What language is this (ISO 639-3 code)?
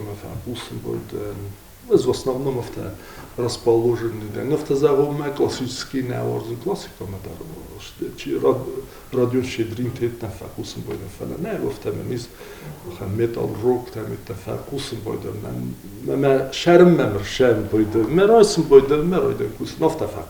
oss